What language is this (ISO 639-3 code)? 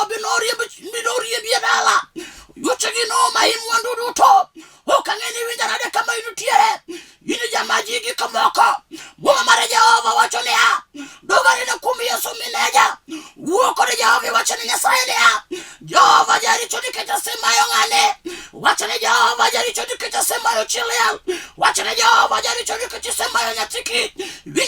luo